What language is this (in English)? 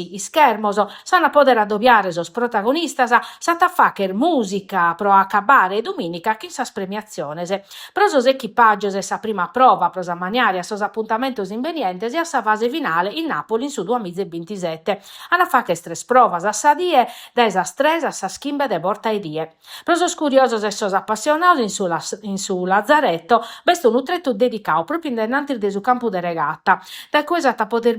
Sardinian